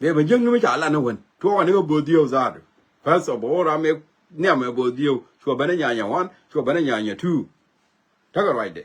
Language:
Nuer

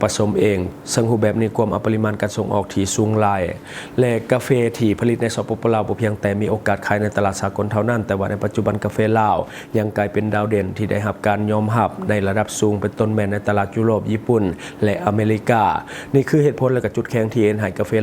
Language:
Lao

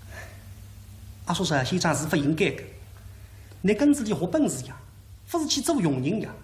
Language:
Wu Chinese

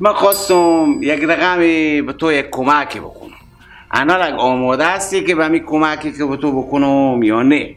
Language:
Persian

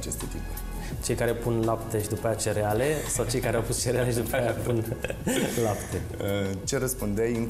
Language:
Romanian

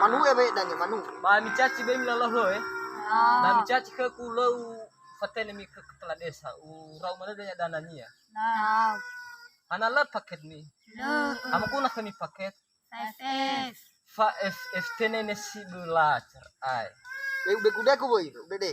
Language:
Nias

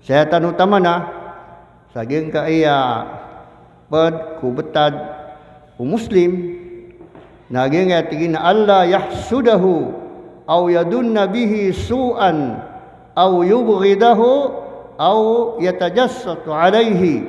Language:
Maranao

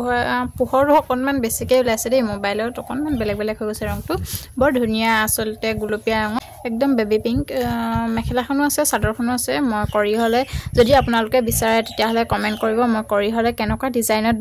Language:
Assamese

